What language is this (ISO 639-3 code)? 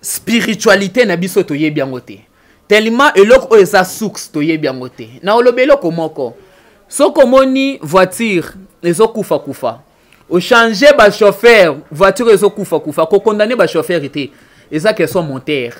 lin